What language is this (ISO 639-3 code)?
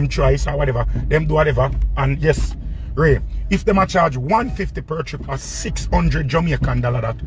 jam